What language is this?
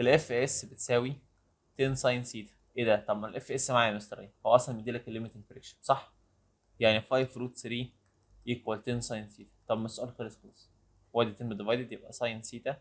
Egyptian Arabic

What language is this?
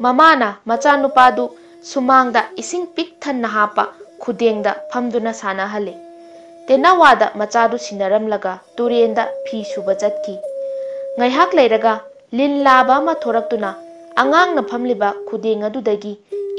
Manipuri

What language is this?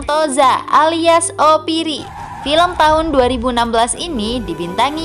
Indonesian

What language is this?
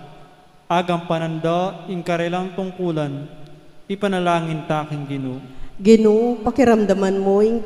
Pampanga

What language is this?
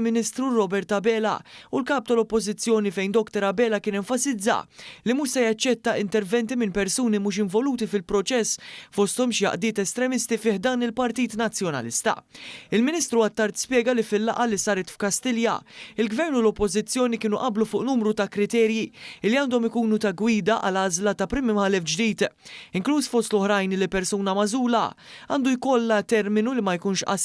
Maltese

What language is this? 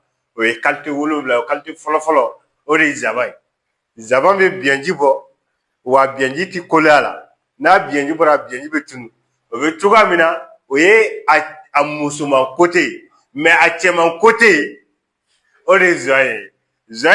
Bambara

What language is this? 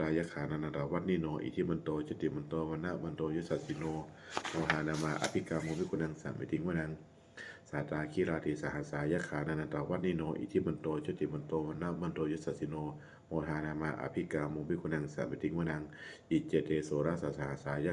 Pali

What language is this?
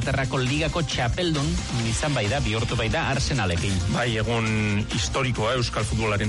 Basque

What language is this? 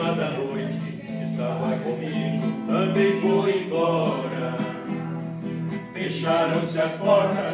Portuguese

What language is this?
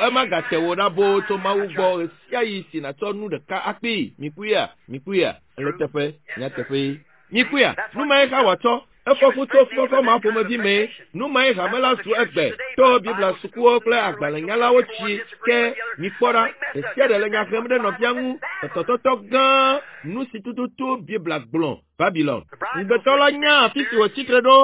Ewe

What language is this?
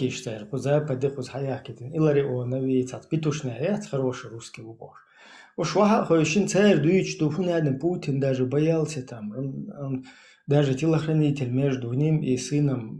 Chechen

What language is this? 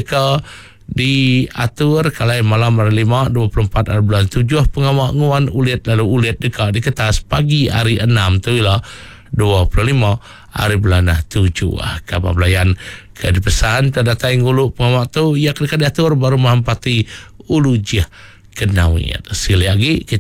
Iban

